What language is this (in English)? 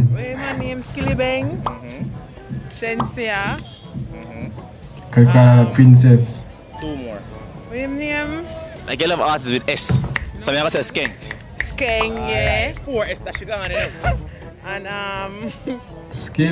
Jamaican Creole English